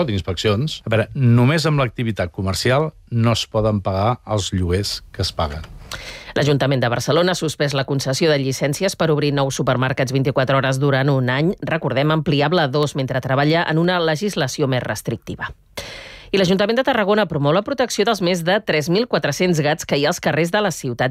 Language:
Catalan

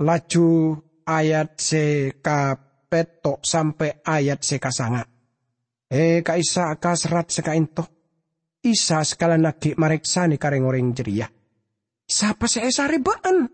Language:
Madurese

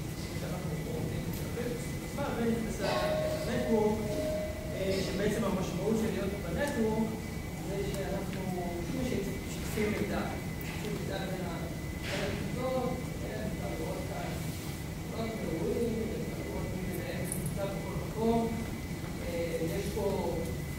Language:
Hebrew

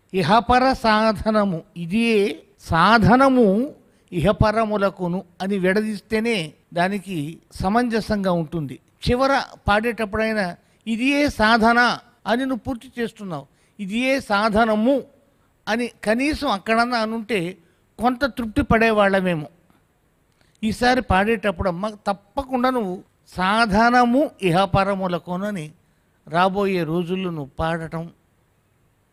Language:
Telugu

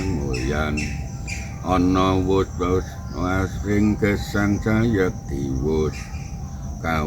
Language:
Javanese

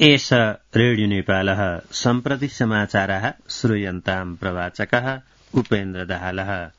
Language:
Sanskrit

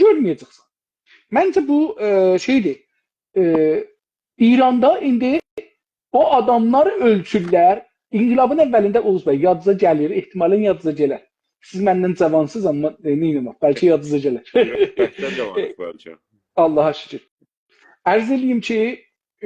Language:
South Azerbaijani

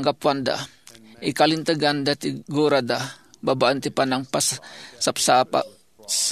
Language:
Iloko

